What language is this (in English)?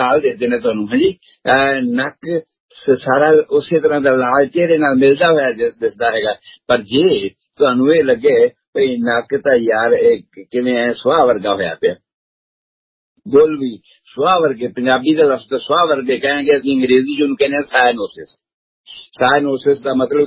Punjabi